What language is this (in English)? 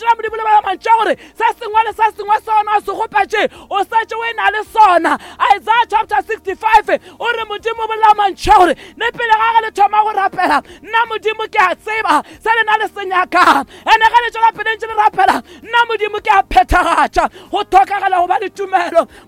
Northern Sotho